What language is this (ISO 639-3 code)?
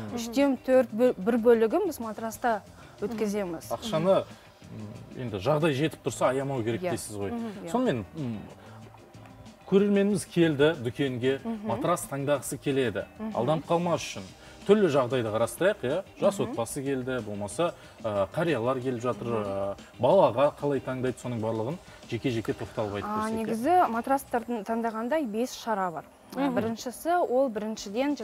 kaz